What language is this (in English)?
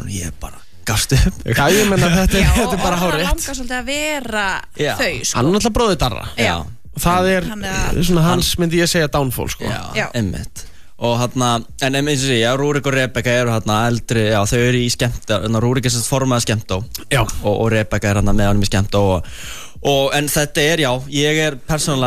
Icelandic